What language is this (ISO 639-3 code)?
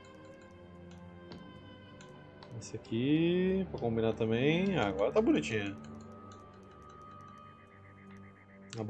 por